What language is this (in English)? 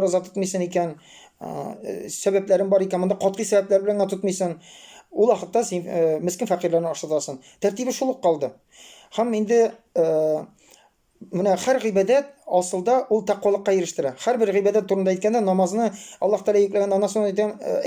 Tatar